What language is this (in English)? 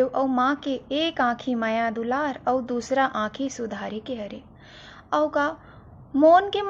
Chhattisgarhi